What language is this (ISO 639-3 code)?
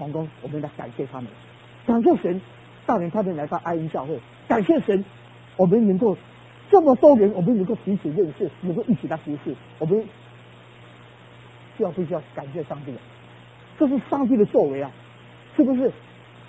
zho